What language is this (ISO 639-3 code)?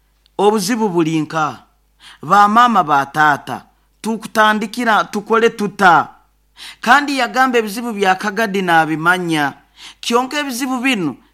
nyo